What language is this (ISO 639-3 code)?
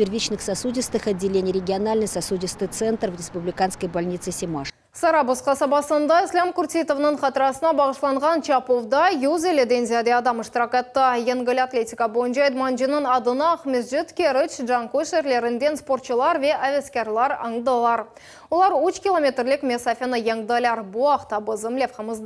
crh